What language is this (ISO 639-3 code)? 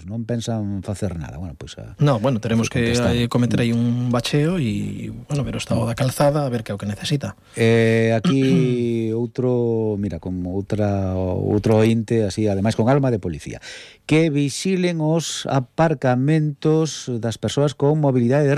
glg